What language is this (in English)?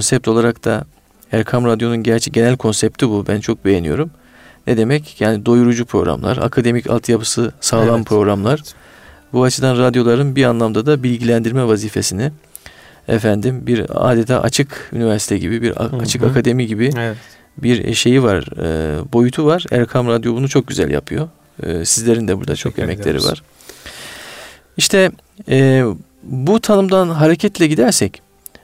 Turkish